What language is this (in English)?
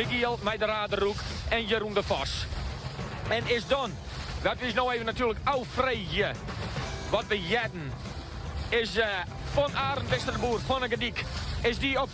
Western Frisian